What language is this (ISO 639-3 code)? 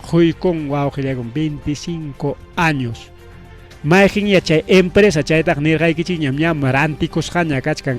quy